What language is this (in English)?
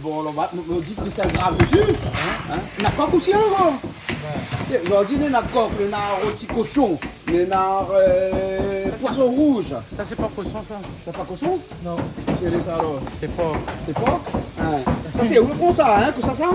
Réunion Creole French